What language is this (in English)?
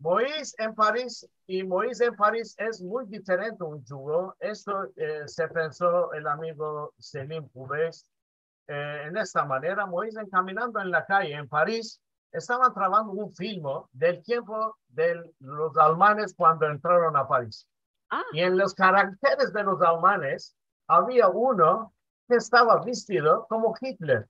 Ladino